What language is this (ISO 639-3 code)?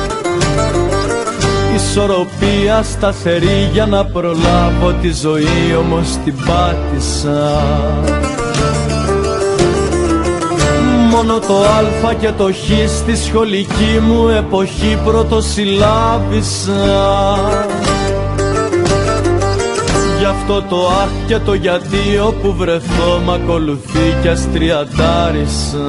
ell